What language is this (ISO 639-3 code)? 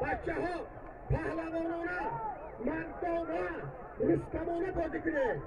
tgk